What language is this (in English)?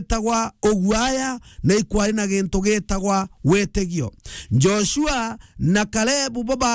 Meru